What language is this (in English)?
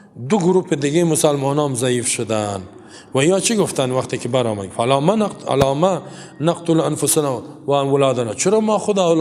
Persian